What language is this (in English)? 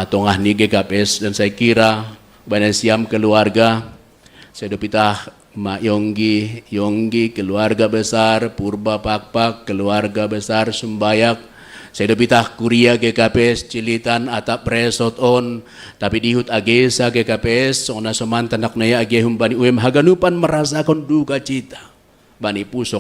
Batak Simalungun